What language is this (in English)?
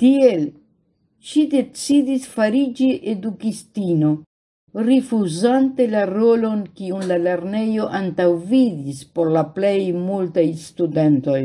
Esperanto